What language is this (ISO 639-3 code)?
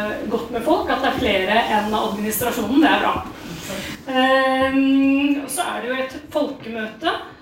nor